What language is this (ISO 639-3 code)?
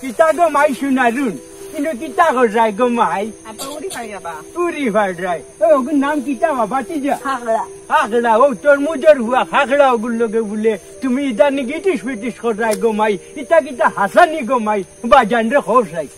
syl